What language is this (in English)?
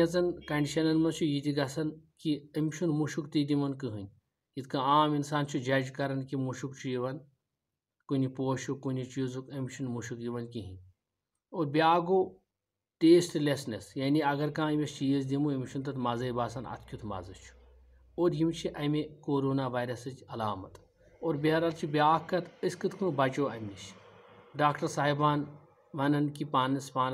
Kashmiri